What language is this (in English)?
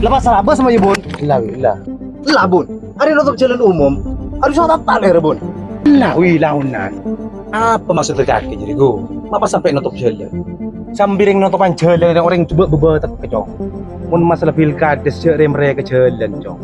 Madurese